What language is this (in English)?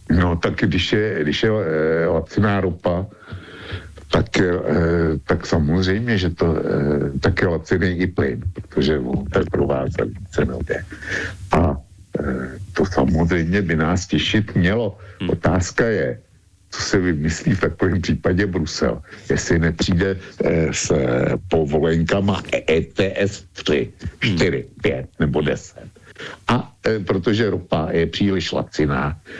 Czech